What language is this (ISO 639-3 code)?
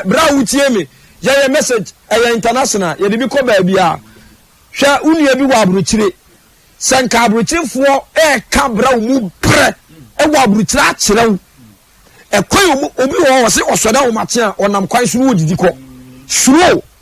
aka